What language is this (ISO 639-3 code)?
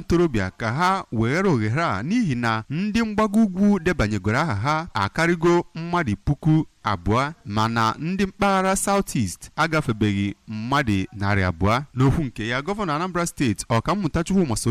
ibo